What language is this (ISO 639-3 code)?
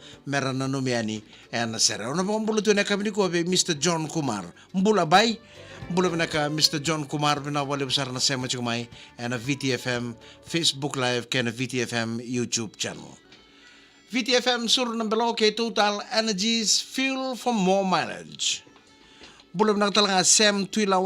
fij